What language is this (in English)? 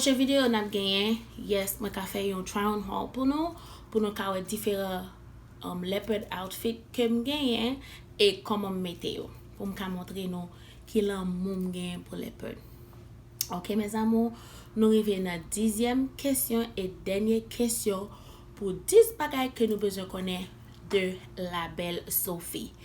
Haitian Creole